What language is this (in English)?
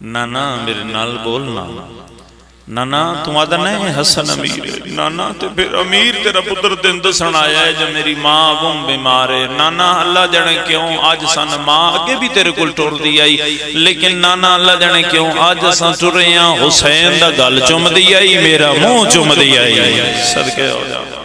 Pahari-Potwari